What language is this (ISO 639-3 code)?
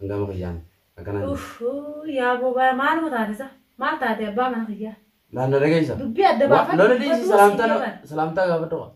orm